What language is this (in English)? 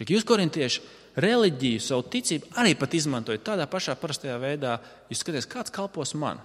Latvian